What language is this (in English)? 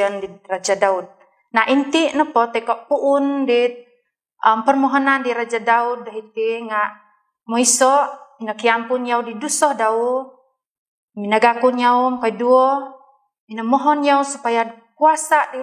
Central Dusun